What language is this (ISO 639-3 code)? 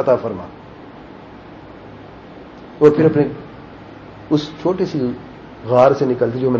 urd